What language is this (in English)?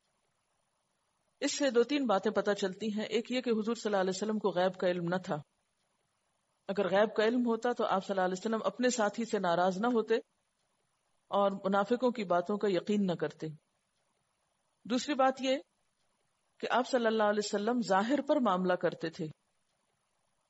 Urdu